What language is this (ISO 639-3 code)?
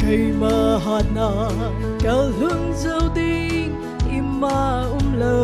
nmf